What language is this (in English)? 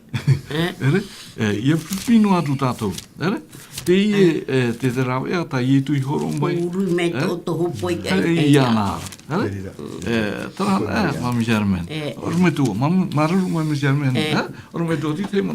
Tahitian